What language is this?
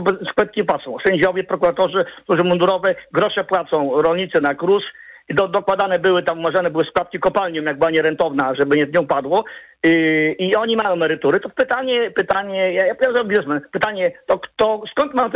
Polish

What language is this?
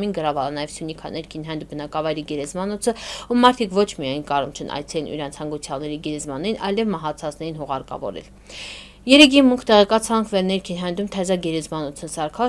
Armenian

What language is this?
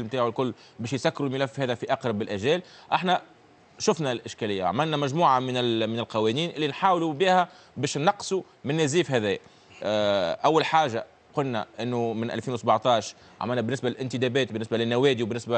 Tunisian Arabic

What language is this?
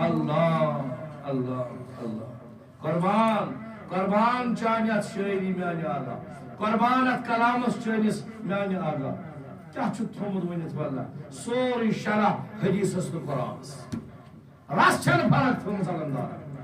Kashmiri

